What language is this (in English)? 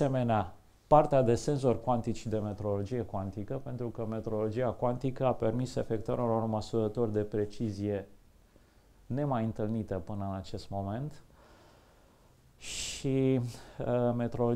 Romanian